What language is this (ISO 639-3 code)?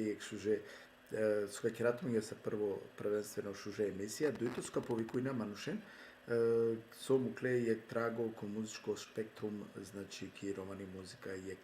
rmn